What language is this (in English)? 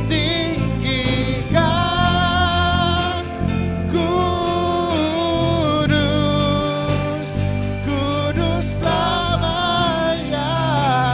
Iban